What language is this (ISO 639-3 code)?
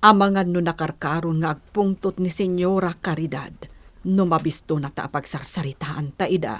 ilo